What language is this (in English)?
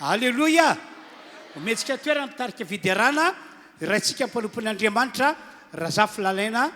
Malagasy